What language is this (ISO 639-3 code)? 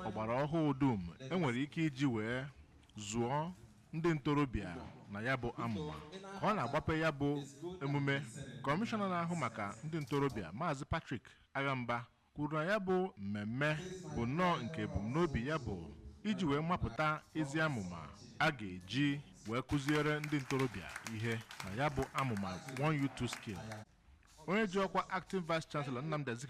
ibo